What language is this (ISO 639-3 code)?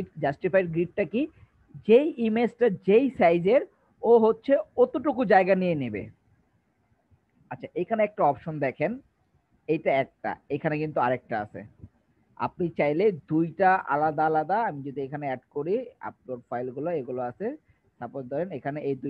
ben